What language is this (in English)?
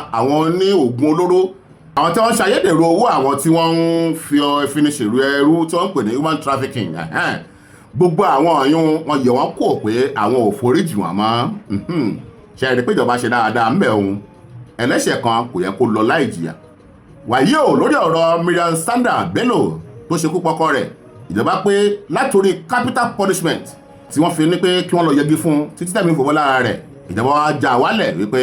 Yoruba